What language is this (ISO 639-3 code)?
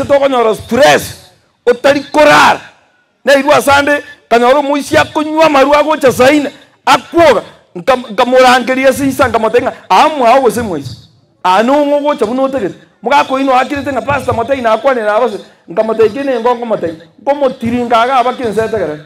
guz